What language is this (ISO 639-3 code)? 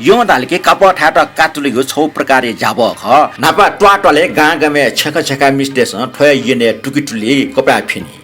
new